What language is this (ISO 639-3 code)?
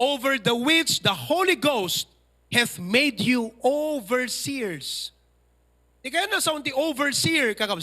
ilo